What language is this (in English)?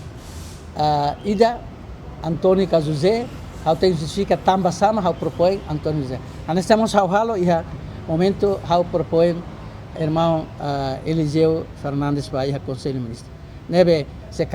Tetum